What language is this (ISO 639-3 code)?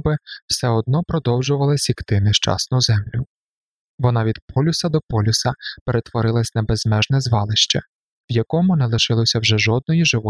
ukr